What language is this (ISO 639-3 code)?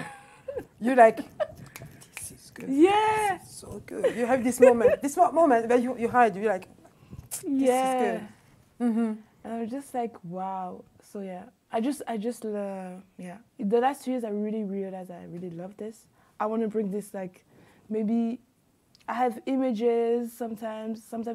eng